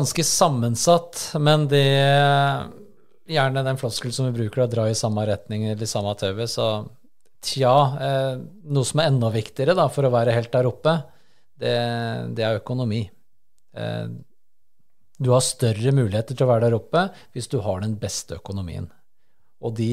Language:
Norwegian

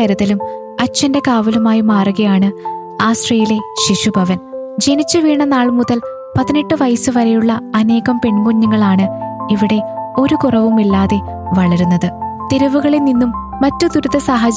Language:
Malayalam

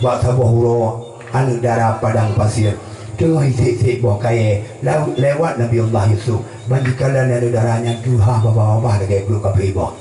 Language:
Achinese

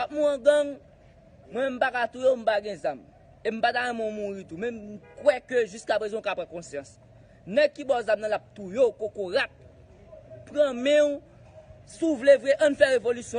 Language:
Haitian Creole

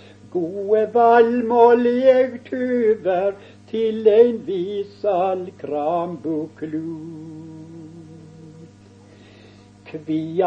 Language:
Norwegian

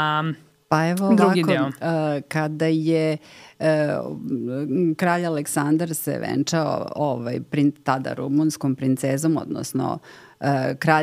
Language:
Serbian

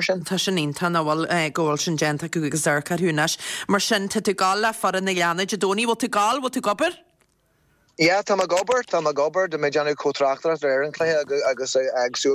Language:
Irish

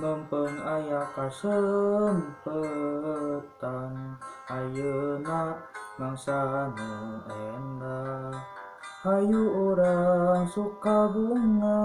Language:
Sundanese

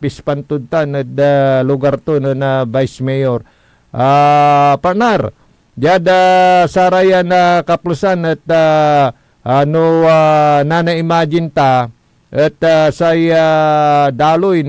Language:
Pangasinan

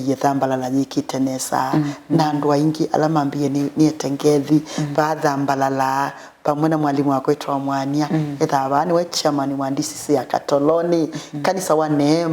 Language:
Kamba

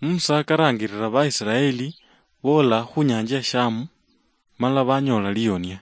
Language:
Luyia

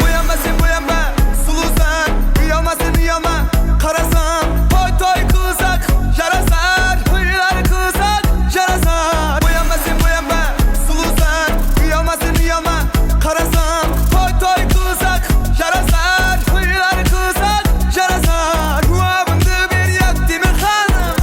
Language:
Kara-Kalpak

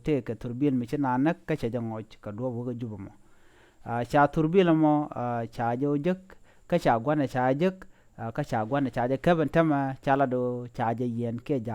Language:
Nuer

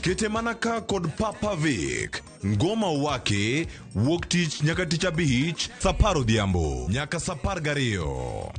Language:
Luo (Kenya and Tanzania)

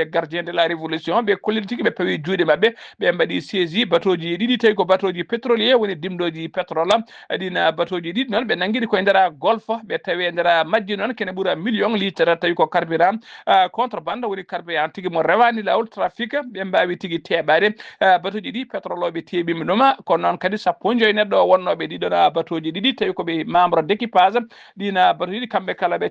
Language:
Fula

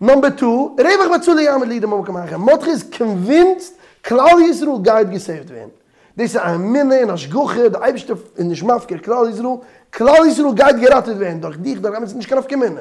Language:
Yiddish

